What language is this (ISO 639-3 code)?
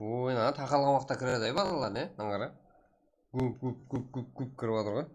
kaa